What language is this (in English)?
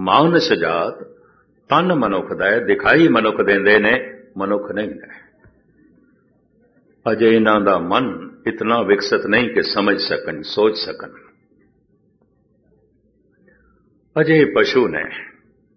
Punjabi